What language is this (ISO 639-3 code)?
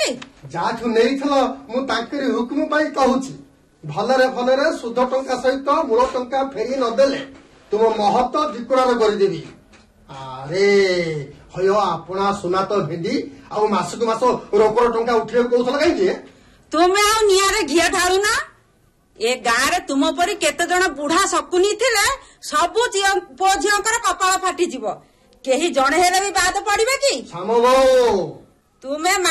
ori